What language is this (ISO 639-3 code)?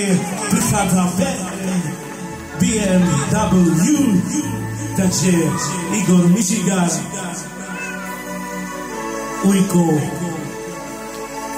slk